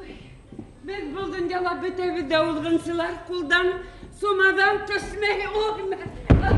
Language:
Bashkir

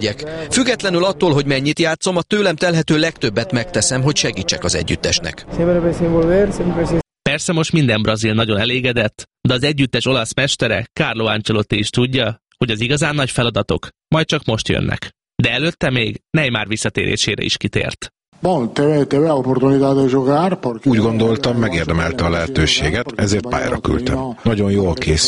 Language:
Hungarian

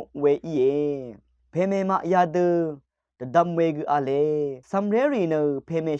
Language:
Rawang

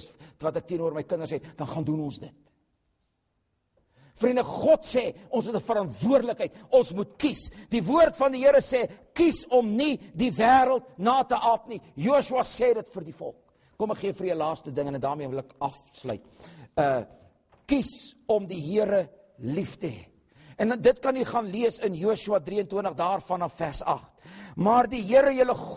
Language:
Afrikaans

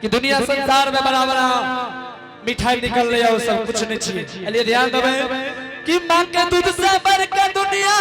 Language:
Angika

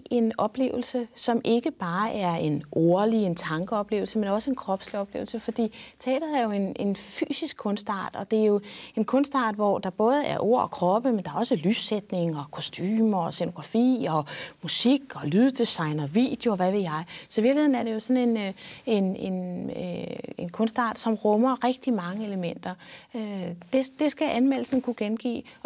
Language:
Danish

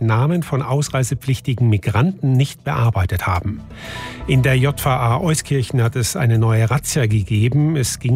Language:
German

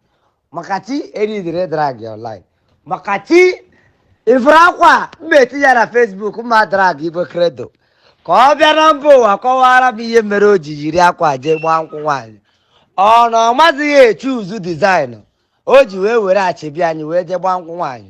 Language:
Igbo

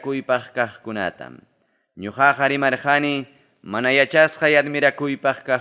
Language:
Ayacucho Quechua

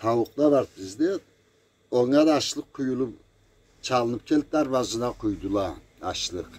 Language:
Karachay-Balkar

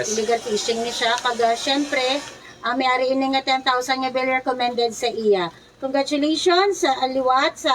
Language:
Hiligaynon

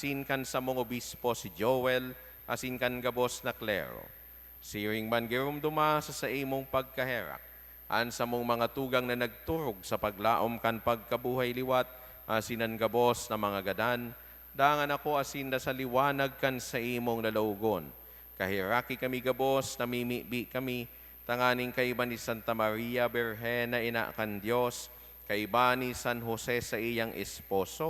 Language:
Bikol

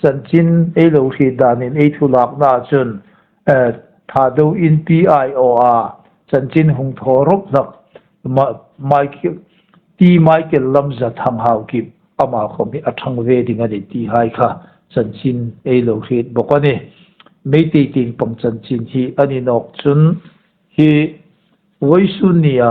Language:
Hmar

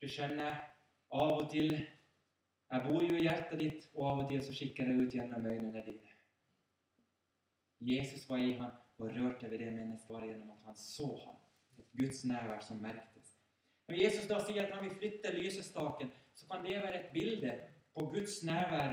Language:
Norwegian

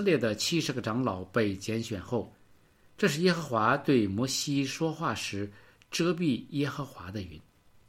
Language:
Chinese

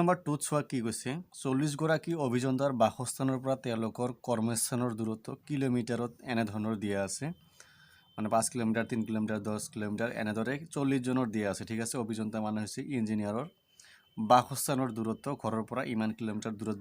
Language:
Assamese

